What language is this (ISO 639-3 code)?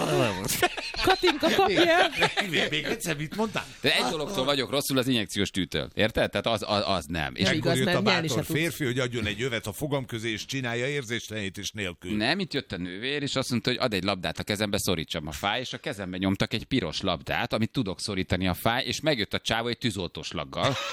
hun